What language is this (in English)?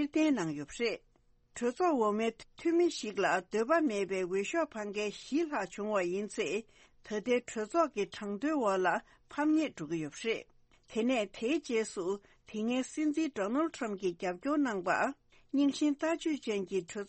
Tibetan